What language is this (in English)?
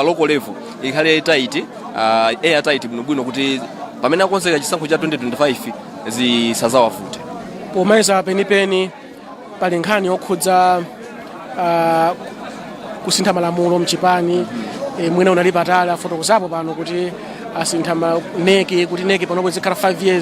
Nyanja